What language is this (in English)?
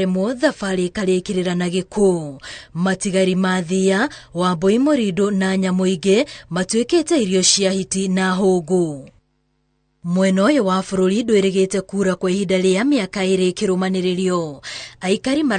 Kikuyu